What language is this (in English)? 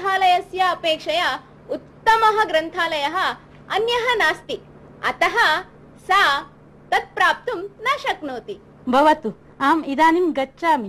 Sanskrit